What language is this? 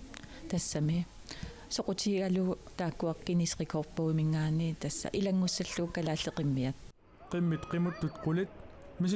Kalaallisut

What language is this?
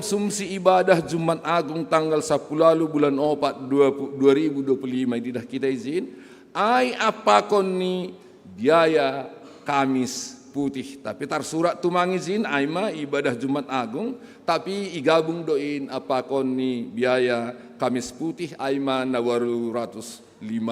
Batak Simalungun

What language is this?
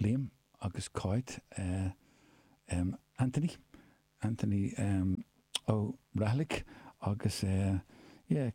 Irish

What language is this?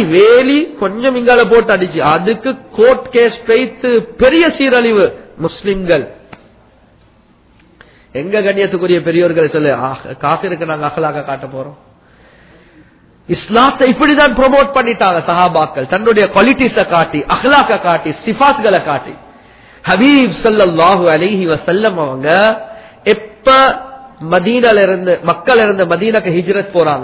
Tamil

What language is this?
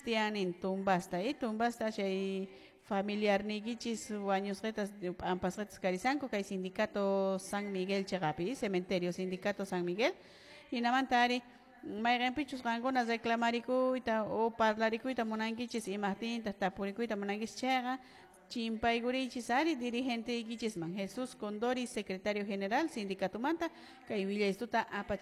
Quechua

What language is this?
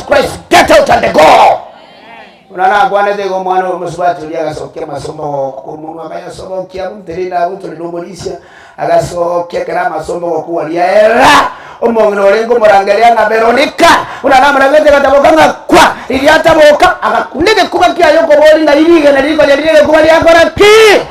Gusii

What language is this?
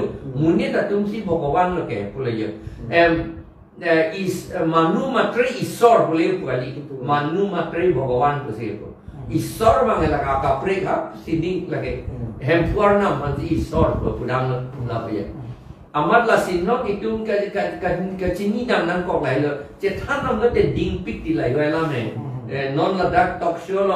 Karbi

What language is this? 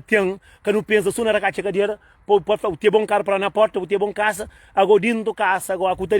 Kabuverdianu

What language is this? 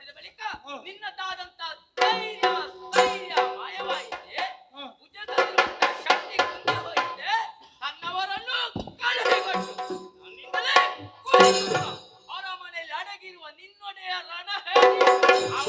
Kannada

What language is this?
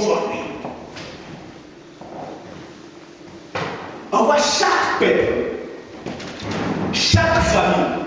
French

